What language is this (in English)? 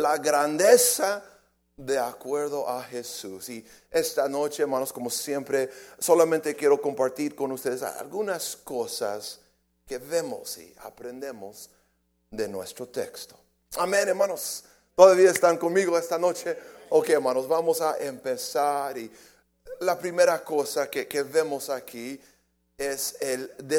Spanish